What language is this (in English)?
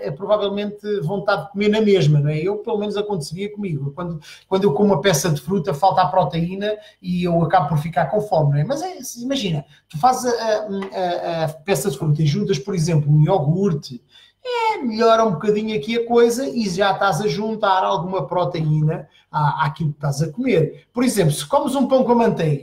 Portuguese